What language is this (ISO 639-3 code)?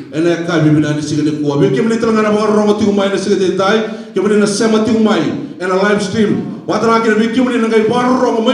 fij